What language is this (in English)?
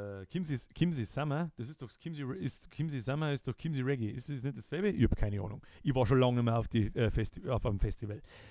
Bavarian